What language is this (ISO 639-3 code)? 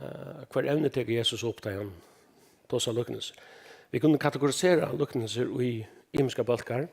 fao